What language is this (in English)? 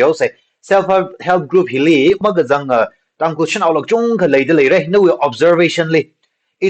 Tangkhul Naga (India)